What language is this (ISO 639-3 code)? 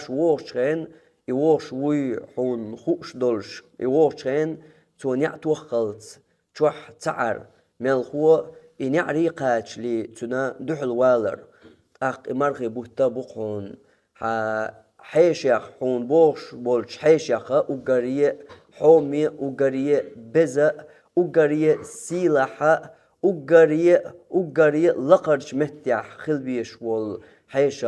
che